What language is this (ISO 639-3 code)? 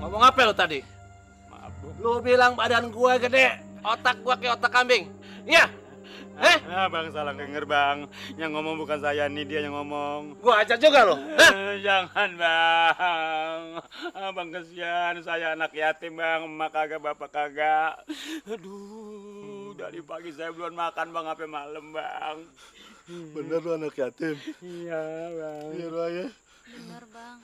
bew